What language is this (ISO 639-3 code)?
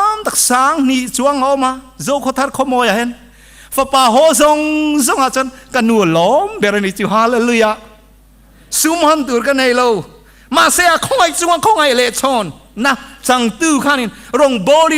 lus